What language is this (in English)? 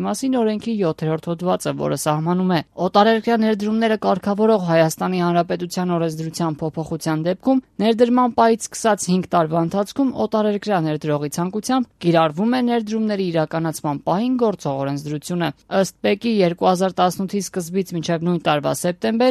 Armenian